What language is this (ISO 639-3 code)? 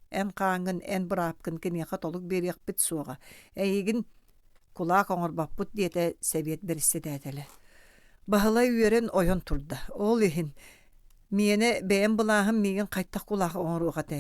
sah